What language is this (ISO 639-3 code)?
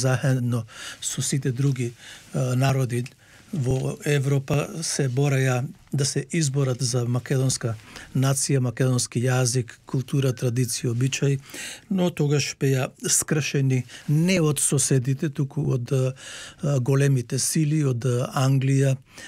mkd